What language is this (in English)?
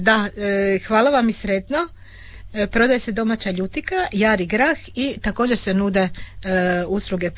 Croatian